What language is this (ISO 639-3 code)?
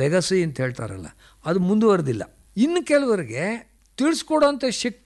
kan